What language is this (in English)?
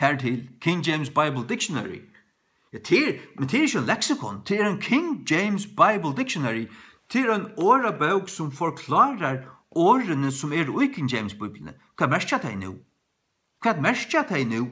Faroese